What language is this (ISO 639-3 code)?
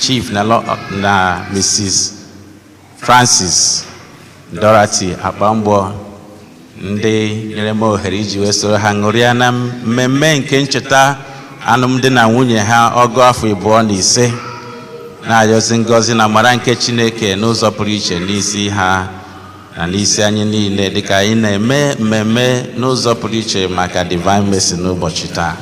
ibo